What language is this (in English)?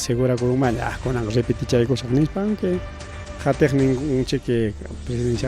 Ayacucho Quechua